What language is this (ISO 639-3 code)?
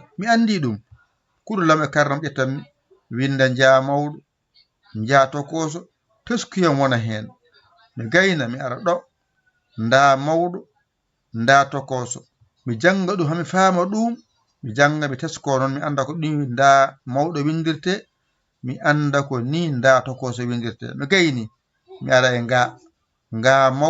ful